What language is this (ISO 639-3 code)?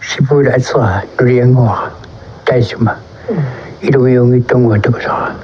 kal